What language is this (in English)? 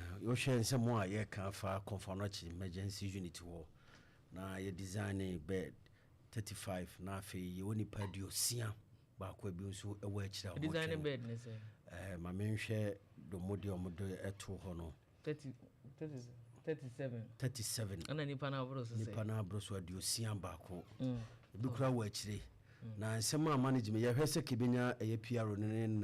Akan